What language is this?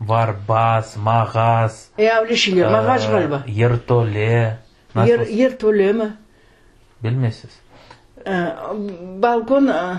Crimean Tatar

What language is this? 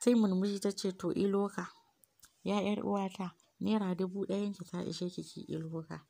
Hausa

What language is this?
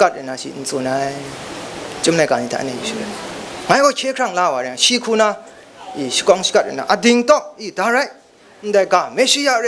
Kachin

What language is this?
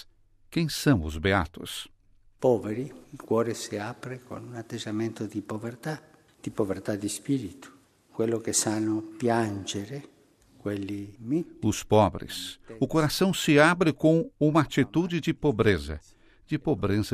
Portuguese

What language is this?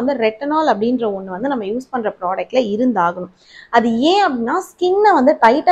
Tamil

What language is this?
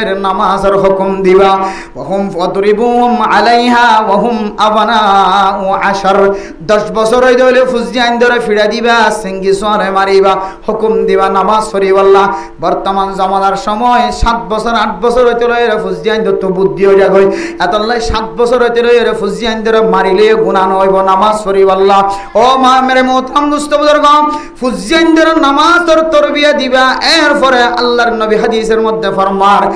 Rohingya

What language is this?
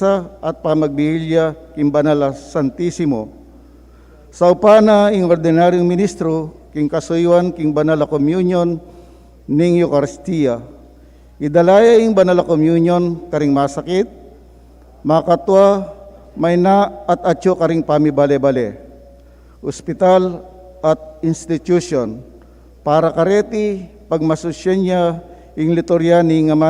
Pampanga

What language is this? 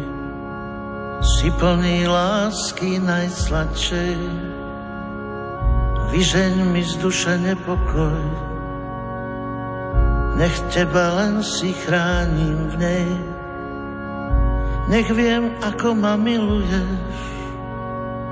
Slovak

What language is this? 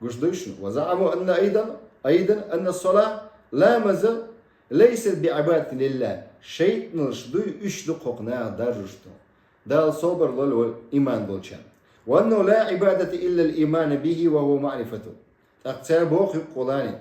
Chechen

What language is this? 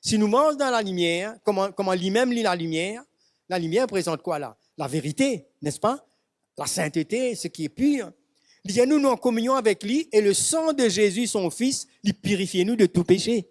Morisyen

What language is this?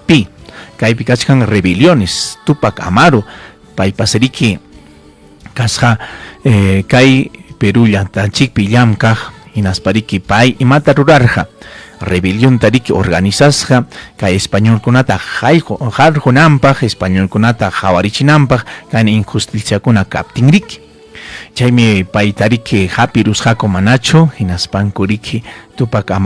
Ayacucho Quechua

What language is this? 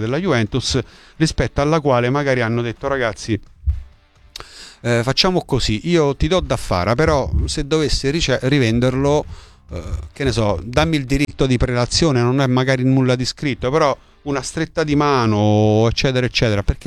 Italian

